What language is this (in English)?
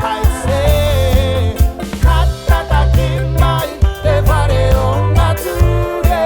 Māori